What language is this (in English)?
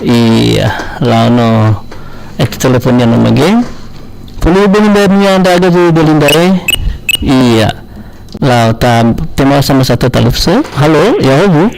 Nias